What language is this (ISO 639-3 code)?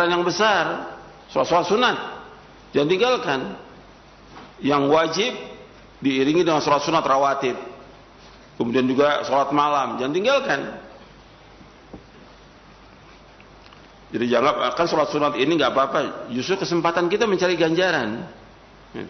ind